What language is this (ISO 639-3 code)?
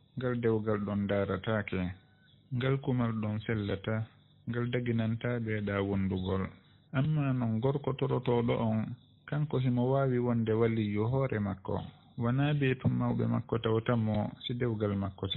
ful